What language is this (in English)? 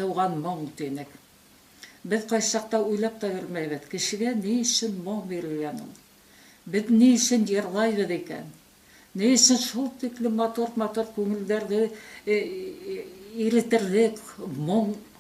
Bashkir